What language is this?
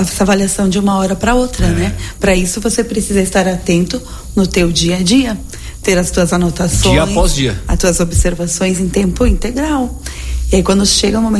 Portuguese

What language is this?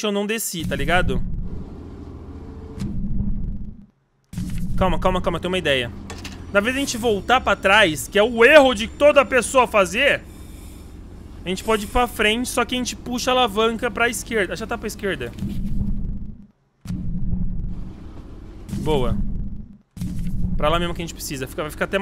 Portuguese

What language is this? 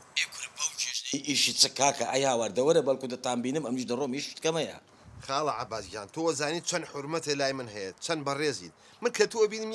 Central Kurdish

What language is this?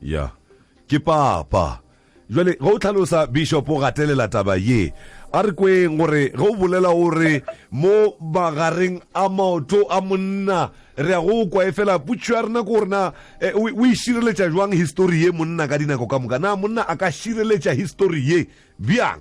Northern Sotho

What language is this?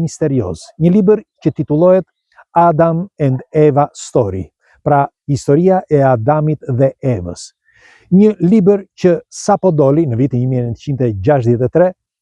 Albanian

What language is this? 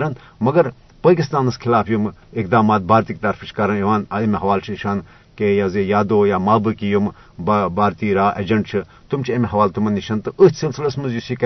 Kashmiri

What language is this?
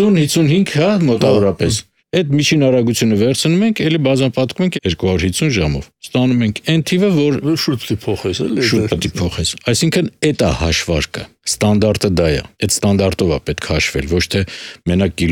Armenian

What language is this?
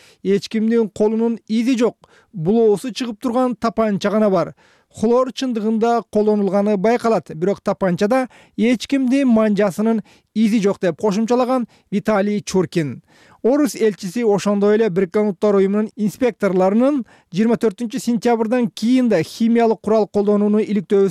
Kyrgyz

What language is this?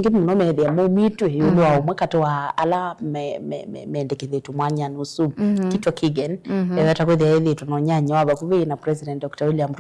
Kamba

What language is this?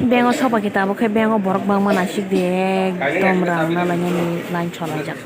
Kok Borok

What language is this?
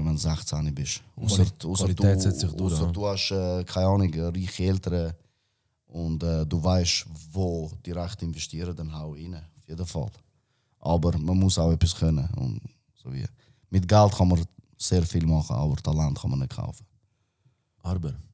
Swiss German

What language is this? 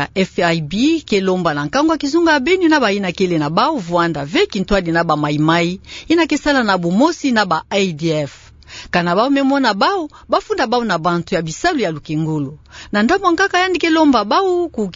Kituba (Democratic Republic of Congo)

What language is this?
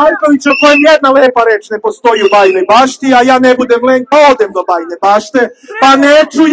Serbian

